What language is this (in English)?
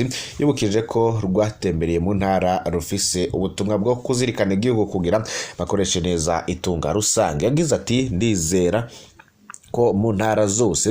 Rundi